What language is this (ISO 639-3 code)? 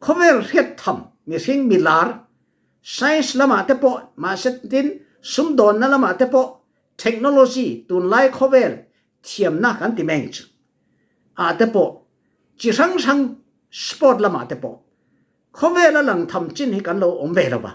cfm